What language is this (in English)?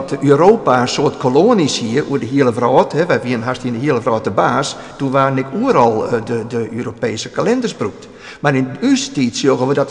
Western Frisian